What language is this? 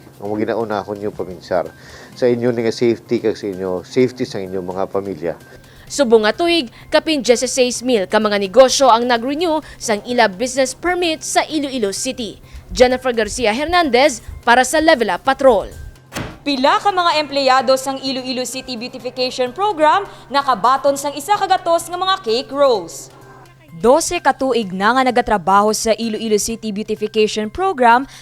Hiligaynon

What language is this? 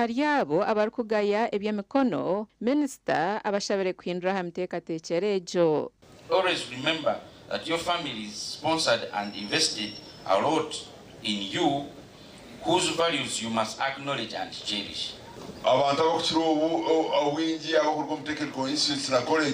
Nyankole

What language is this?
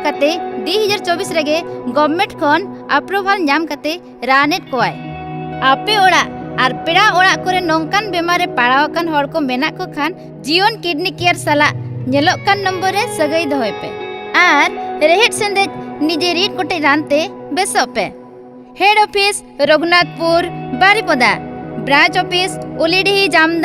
Santali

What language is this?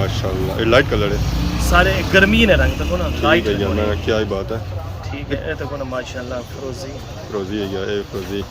Pahari-Potwari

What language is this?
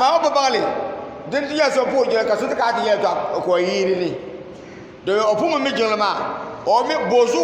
Dagbani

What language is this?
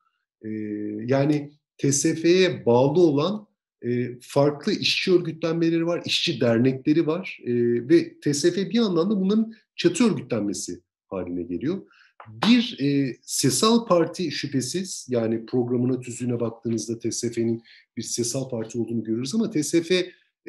Turkish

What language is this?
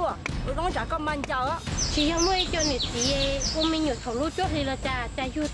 Hmong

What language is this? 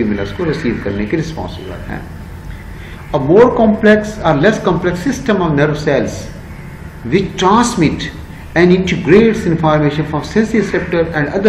Hindi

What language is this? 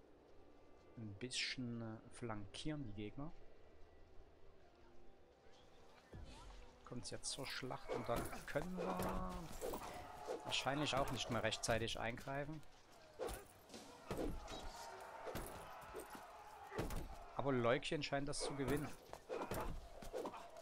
German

